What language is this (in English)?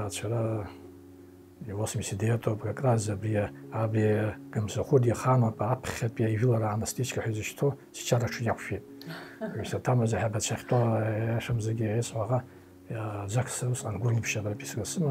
Abkhazian